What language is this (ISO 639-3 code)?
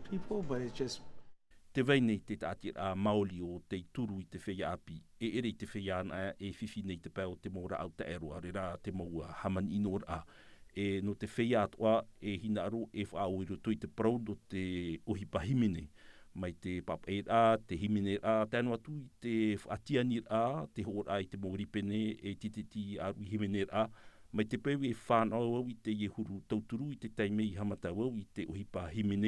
tah